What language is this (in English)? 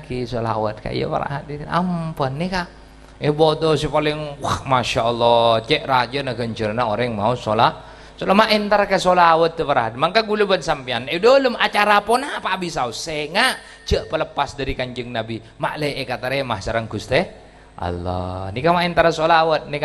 Madurese